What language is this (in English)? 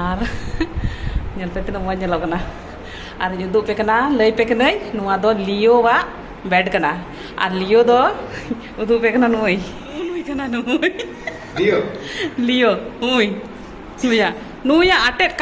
Santali